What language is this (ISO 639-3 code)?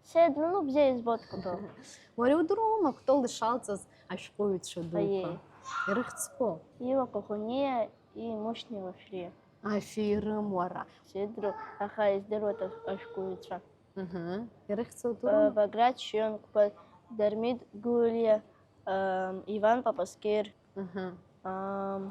abk